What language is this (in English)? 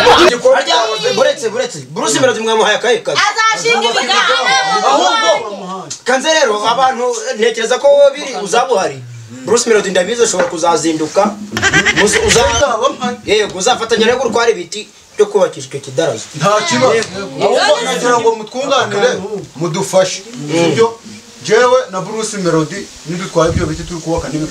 Kinyarwanda